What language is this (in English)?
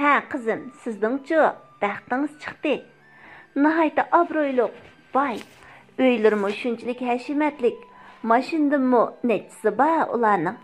Uyghur